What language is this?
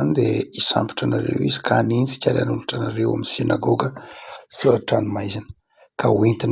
Malagasy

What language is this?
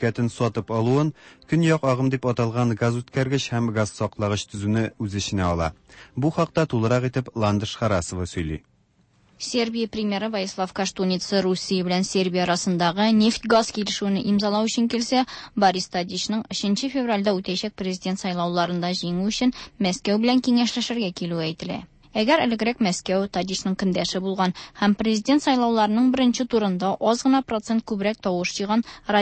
Tatar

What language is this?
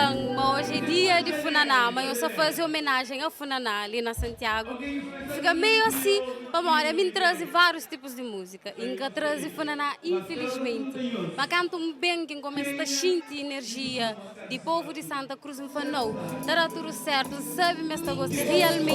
Kabuverdianu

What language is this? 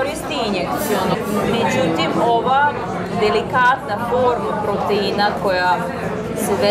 Serbian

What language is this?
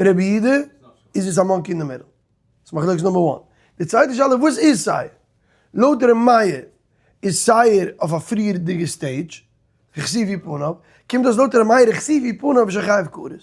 Yiddish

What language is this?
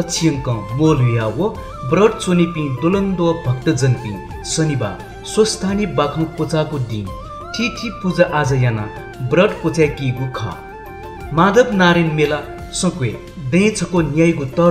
Newari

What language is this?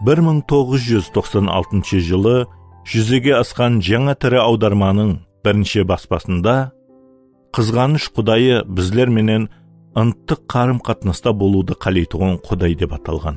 Kara-Kalpak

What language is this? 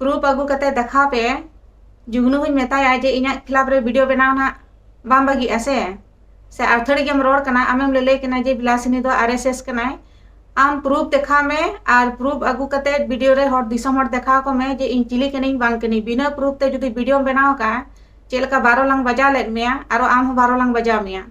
Santali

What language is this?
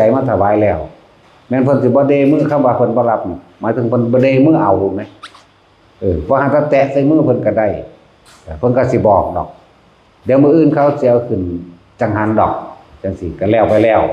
Lao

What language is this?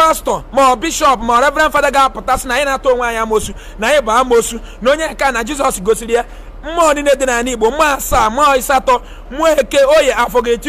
Igbo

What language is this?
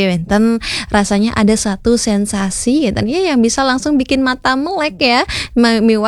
Balinese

